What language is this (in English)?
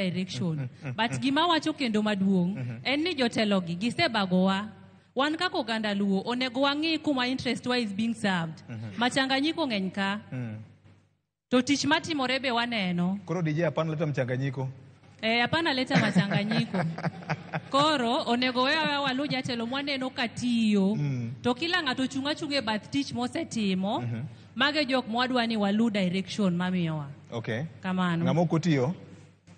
Luo (Kenya and Tanzania)